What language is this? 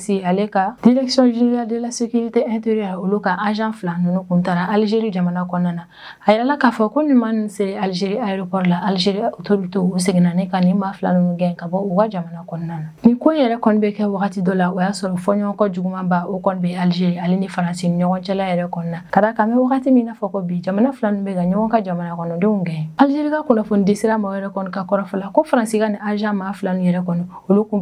Bambara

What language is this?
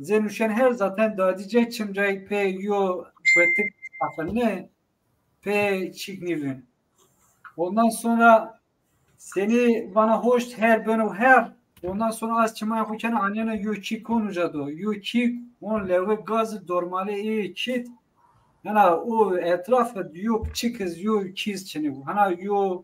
Zaza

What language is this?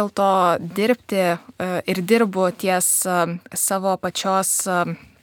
Lithuanian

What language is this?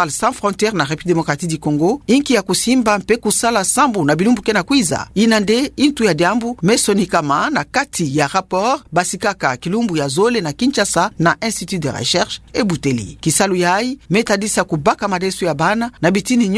Kituba (Democratic Republic of Congo)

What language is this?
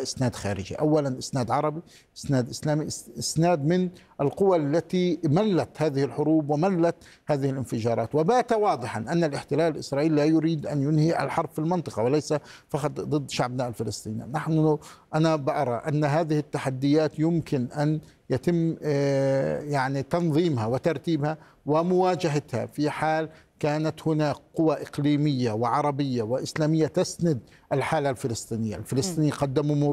Arabic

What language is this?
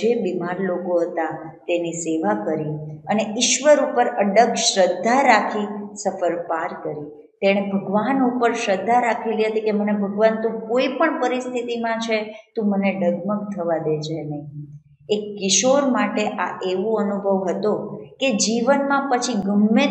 Gujarati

